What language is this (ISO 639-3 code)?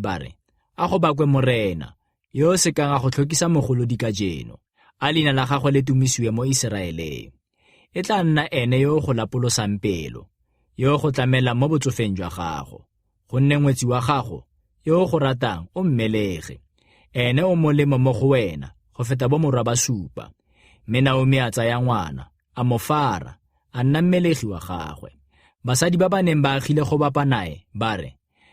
tsn